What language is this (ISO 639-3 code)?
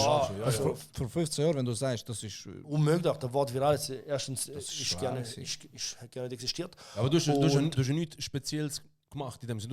gsw